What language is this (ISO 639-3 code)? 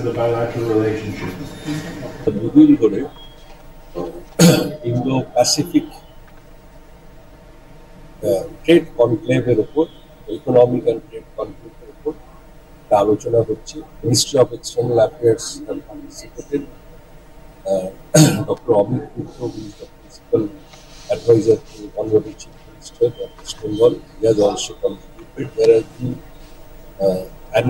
ben